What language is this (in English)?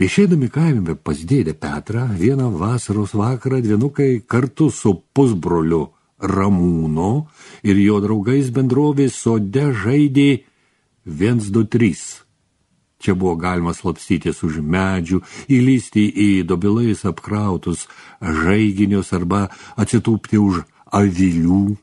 Lithuanian